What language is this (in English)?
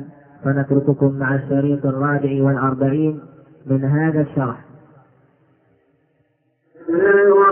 Arabic